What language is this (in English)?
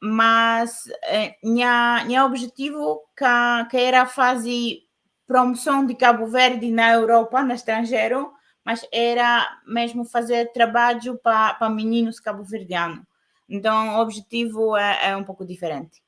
Kabuverdianu